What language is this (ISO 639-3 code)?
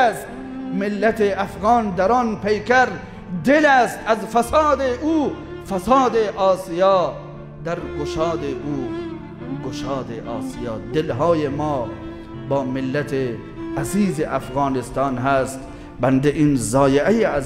fas